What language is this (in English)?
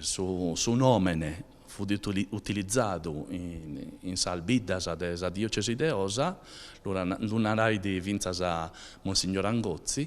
Sardinian